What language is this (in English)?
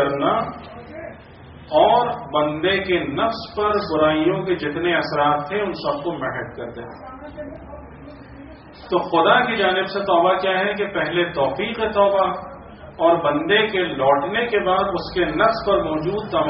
Urdu